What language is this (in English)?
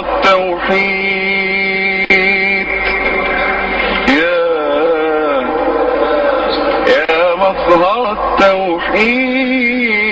Arabic